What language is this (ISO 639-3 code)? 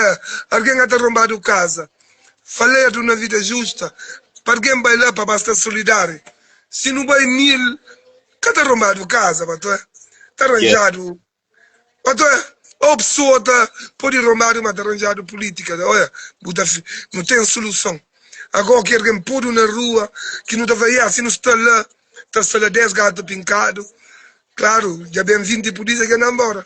kea